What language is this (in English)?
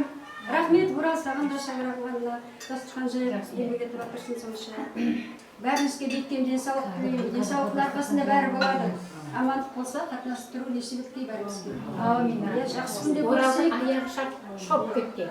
Kara-Kalpak